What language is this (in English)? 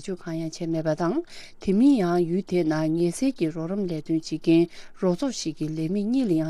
Tibetan